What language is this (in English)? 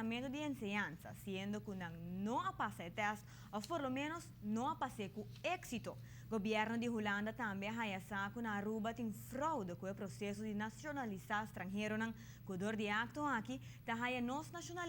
Papiamento